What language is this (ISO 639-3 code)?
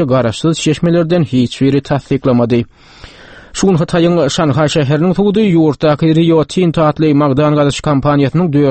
tuk